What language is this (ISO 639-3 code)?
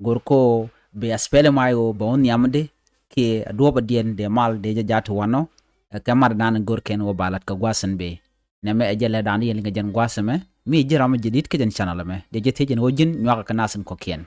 nus